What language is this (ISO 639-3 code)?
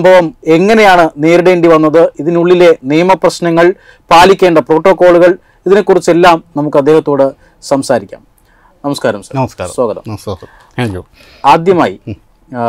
mal